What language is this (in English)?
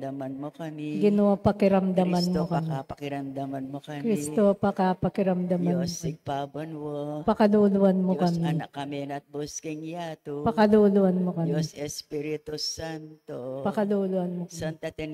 Pampanga